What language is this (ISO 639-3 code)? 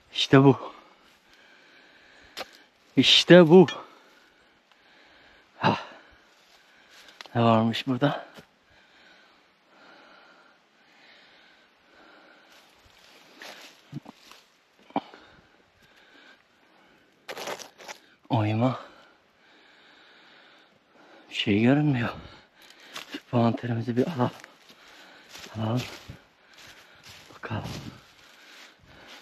tur